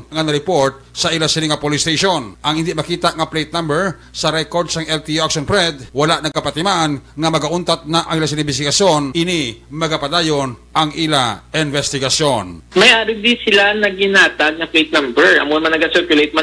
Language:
Hiligaynon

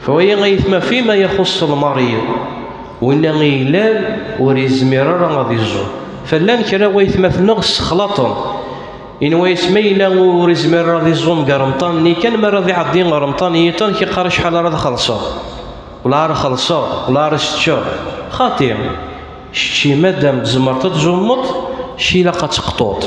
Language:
Kabyle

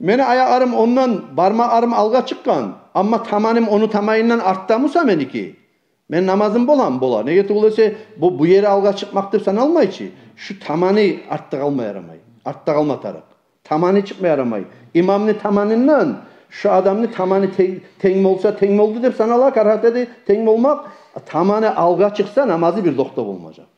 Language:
Kumyk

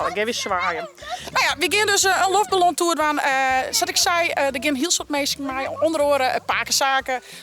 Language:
Western Frisian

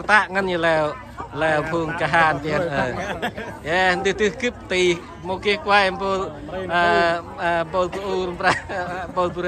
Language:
Central Mnong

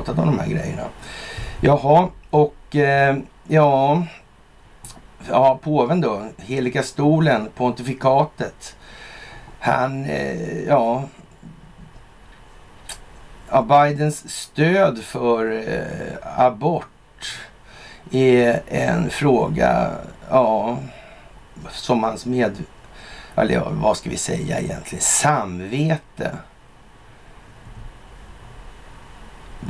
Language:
Swedish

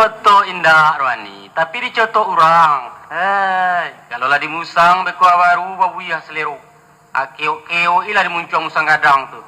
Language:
Minangkabau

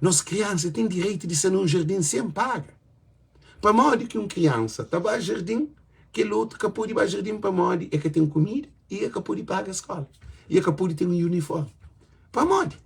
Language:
Kabuverdianu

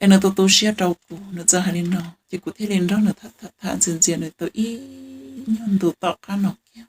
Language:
Hmong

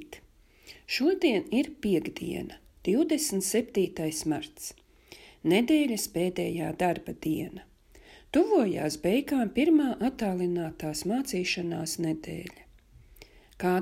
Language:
Latvian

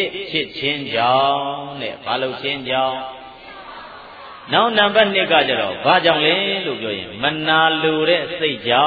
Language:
Burmese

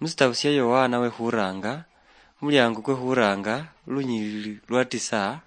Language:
Luyia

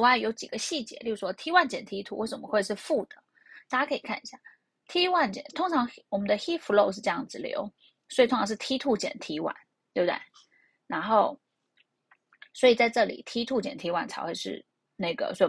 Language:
Chinese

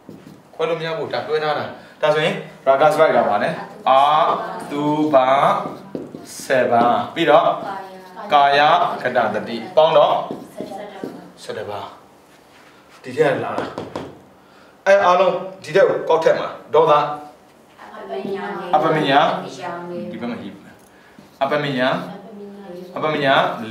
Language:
Burmese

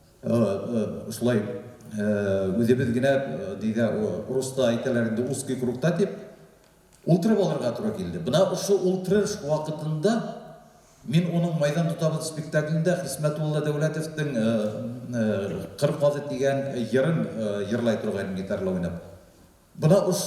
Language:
Bashkir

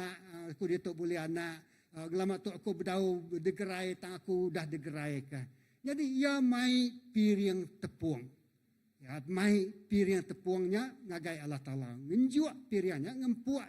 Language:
Iban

